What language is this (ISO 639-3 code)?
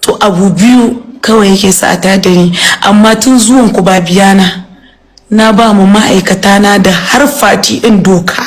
hau